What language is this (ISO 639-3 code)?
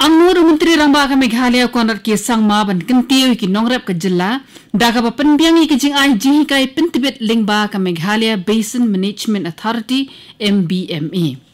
kha